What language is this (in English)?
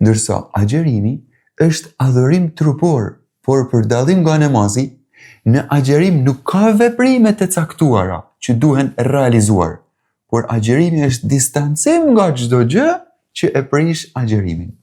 Albanian